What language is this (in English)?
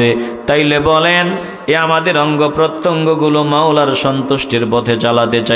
Bangla